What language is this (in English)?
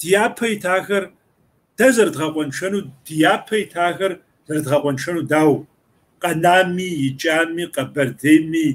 Kabardian